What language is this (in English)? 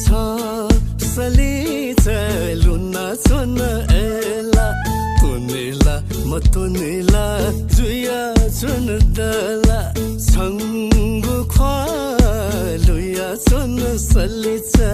Newari